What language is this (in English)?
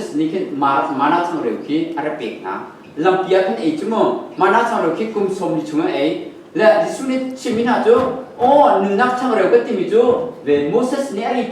Hakha Chin